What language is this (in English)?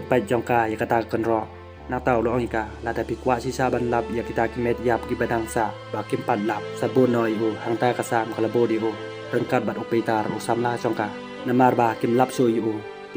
Khasi